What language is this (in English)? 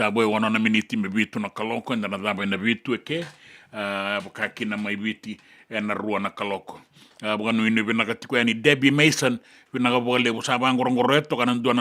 Fijian